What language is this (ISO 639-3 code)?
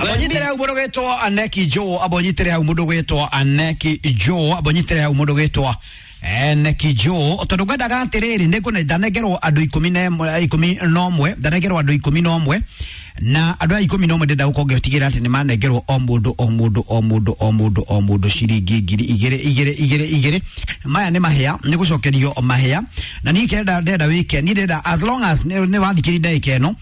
kik